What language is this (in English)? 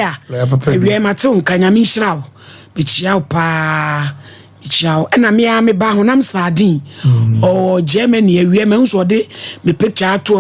Akan